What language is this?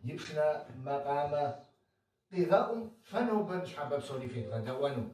Kabardian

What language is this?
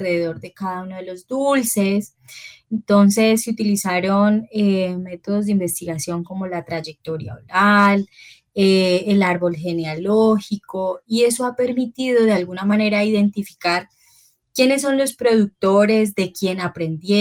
Spanish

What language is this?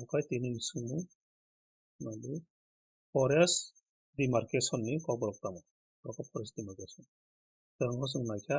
Kok Borok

